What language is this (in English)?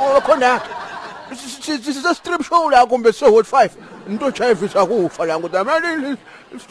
Zulu